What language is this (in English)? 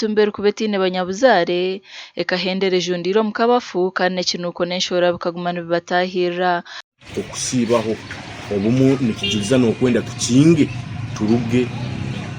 Nyankole